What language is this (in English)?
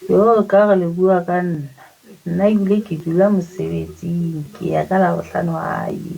Tswana